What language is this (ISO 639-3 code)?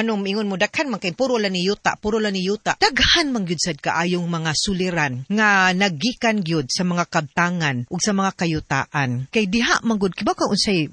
ceb